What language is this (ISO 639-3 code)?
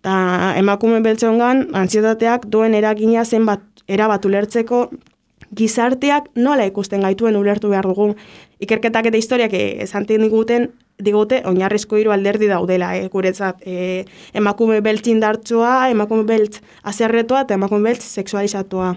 eus